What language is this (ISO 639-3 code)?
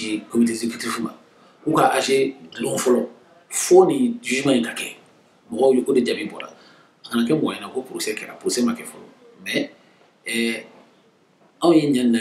bam